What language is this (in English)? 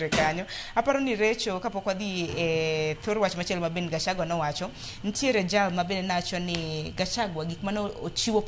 Luo (Kenya and Tanzania)